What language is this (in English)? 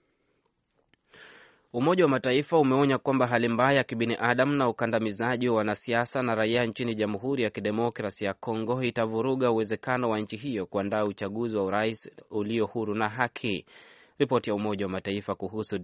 Swahili